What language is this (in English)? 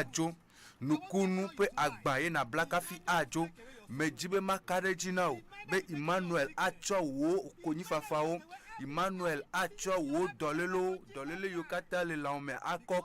Ewe